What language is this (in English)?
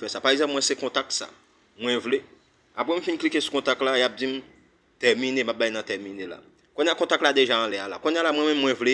Haitian Creole